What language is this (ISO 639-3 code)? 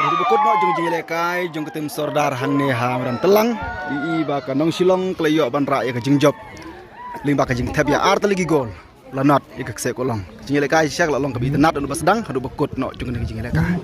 kha